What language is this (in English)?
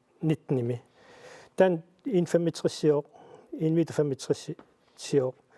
Kalaallisut